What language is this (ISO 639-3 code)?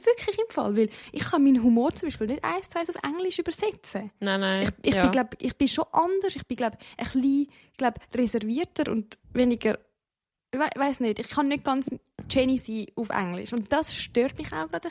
gsw